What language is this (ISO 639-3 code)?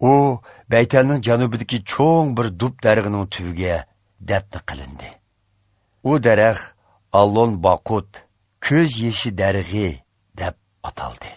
uig